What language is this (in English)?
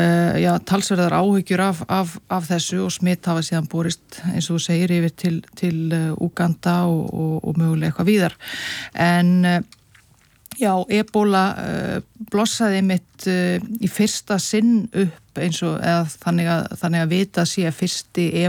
Icelandic